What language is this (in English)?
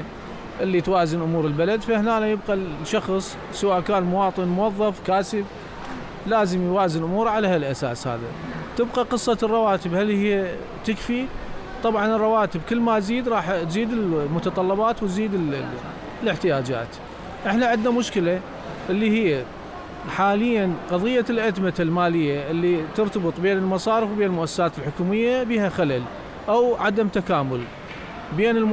Mesopotamian Arabic